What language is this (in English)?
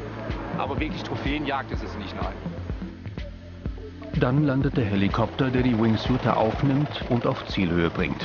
German